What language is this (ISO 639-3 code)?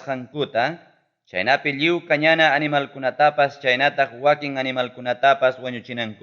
quy